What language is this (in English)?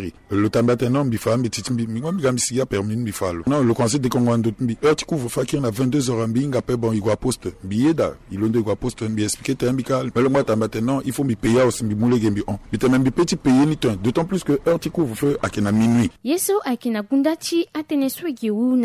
Sango